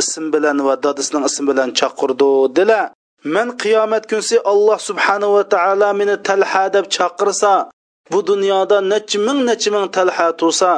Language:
Uyghur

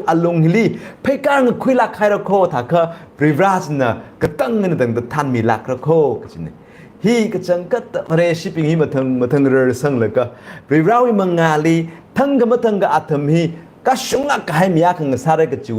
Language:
Tangkhul Naga (India)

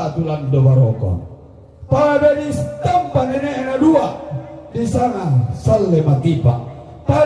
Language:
Toraja-Sa'dan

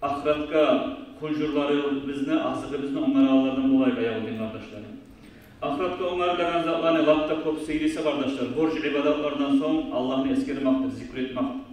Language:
Kumyk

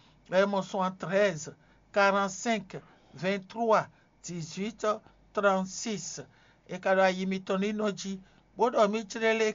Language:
Fon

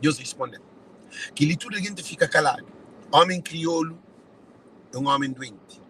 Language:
Kabuverdianu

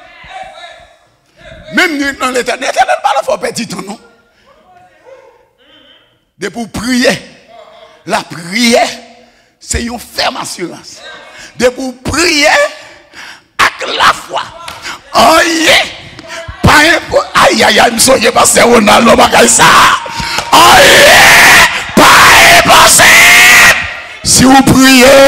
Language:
French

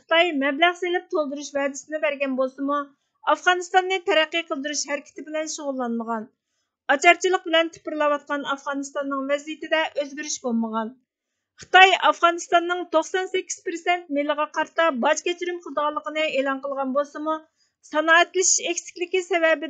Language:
Uyghur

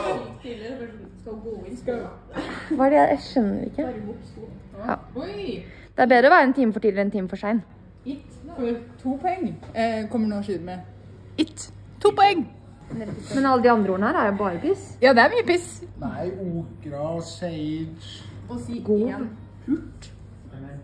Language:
Norwegian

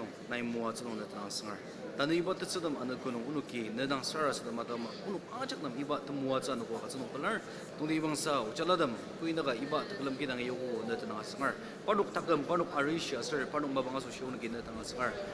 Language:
Ao Naga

